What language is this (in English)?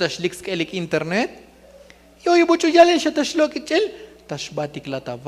Tzotzil